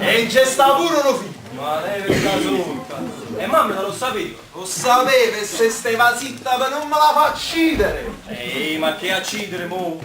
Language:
Neapolitan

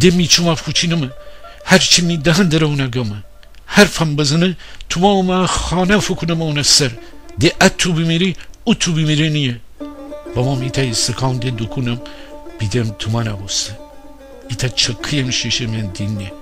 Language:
Gilaki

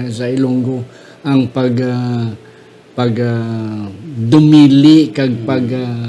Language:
Hiligaynon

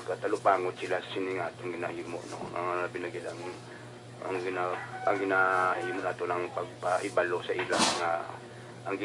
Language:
Hiligaynon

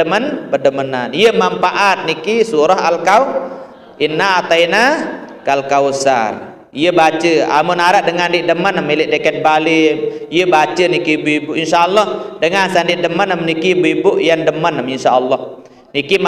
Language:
Sasak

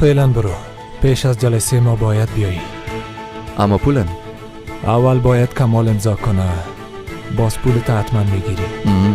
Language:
Persian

